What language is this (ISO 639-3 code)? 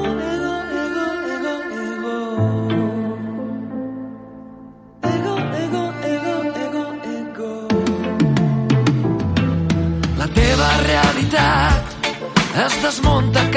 cat